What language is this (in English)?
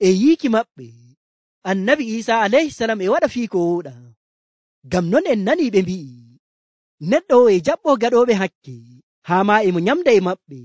Nigerian Fulfulde